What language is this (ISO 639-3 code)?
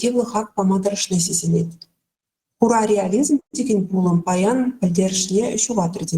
chv